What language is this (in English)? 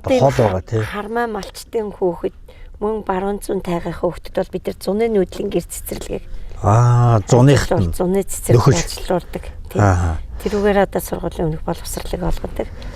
Mongolian